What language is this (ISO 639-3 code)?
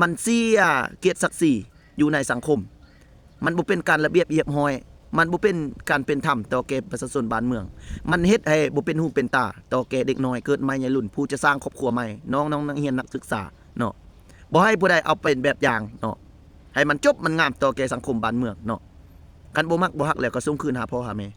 lao